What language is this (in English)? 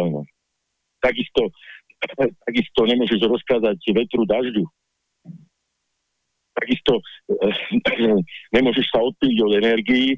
Slovak